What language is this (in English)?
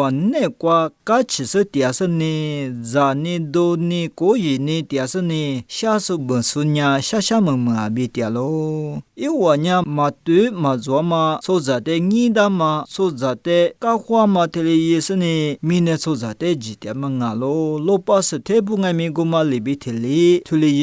Lisu